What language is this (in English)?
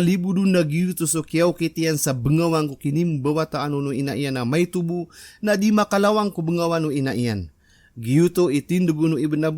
Maranao